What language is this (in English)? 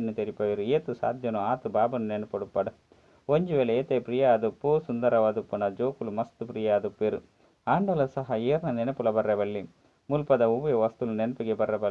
Tulu